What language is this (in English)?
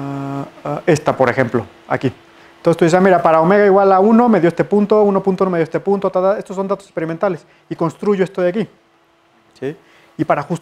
Spanish